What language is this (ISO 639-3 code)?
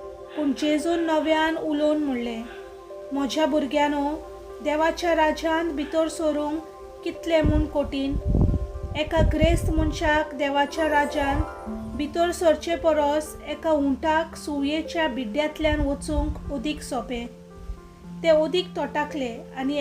kok